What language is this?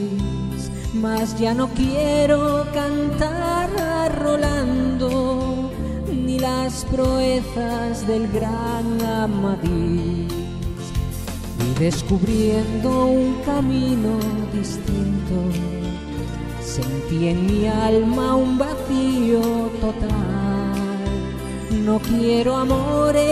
Spanish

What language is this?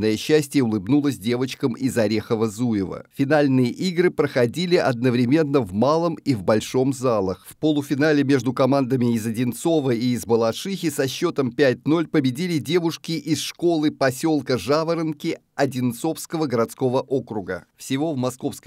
Russian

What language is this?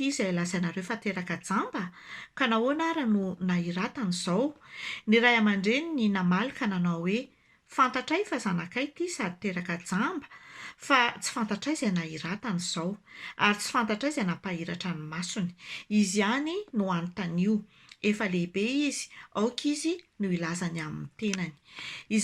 Malagasy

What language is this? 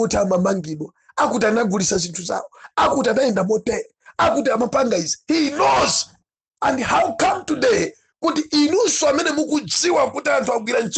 Nyanja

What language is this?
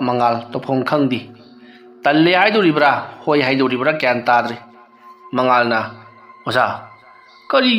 Manipuri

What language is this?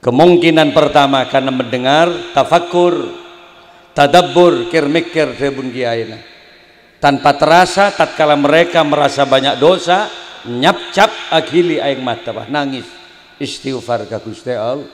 Madurese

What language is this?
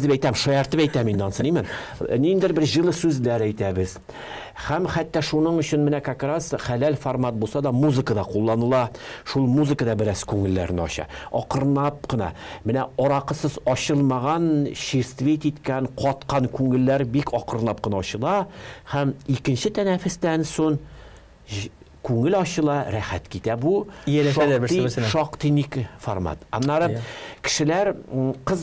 Tatar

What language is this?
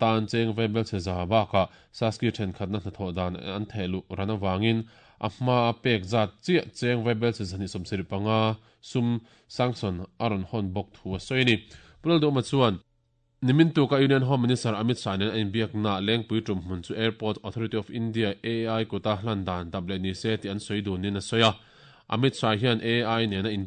Mizo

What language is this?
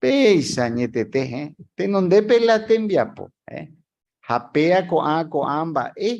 Guarani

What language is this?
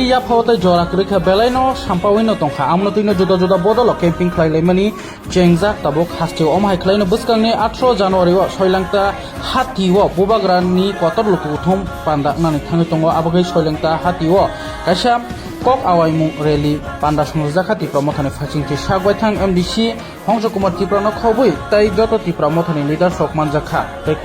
Kok Borok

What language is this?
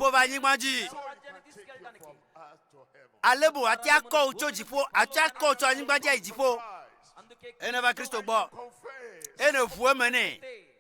Ewe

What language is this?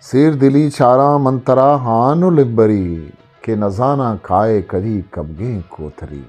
Eastern Balochi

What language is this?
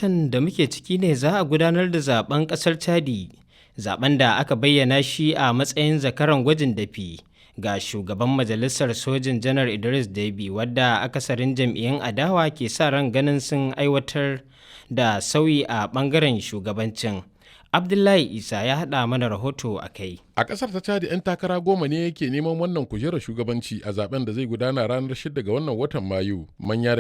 Hausa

